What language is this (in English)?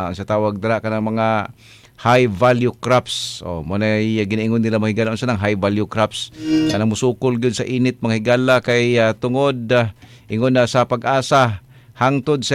Cebuano